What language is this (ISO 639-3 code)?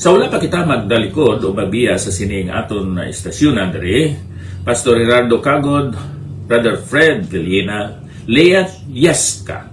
hil